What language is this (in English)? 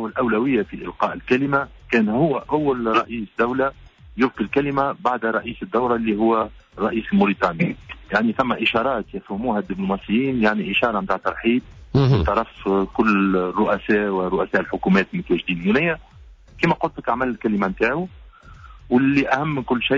Tunisian Arabic